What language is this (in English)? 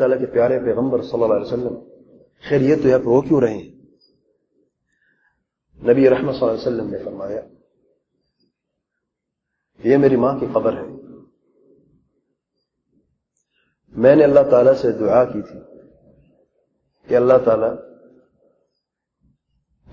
Urdu